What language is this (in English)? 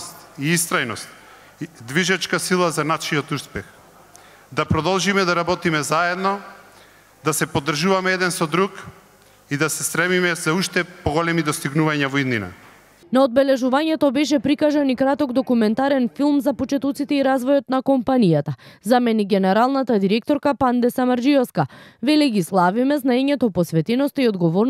Macedonian